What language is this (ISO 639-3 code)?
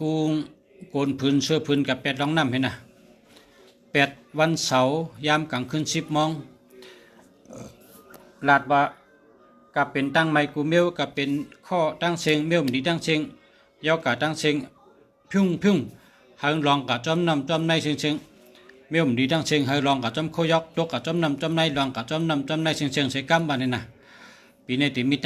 shn